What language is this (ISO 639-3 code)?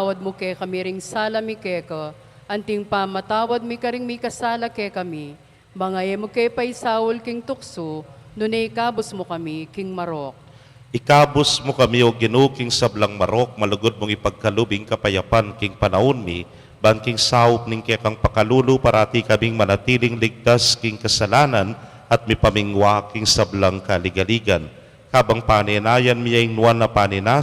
pam